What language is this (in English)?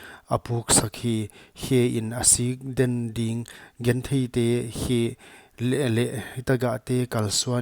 Paite Chin